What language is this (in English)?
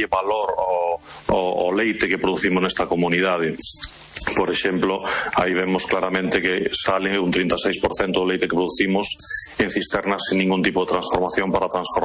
Galician